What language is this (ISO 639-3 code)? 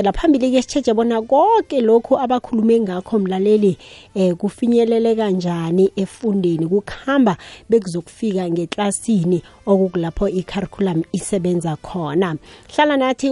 nbl